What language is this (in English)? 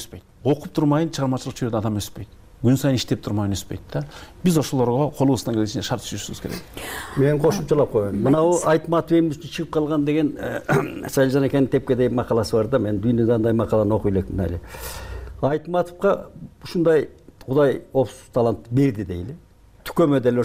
Kyrgyz